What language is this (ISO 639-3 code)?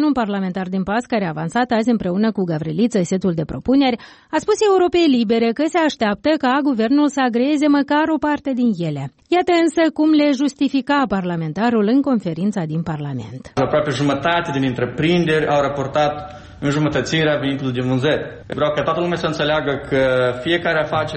ron